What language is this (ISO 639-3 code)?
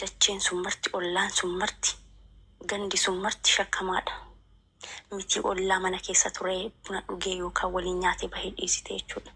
orm